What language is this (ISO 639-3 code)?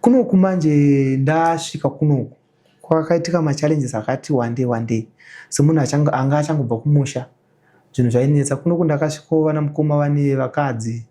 sna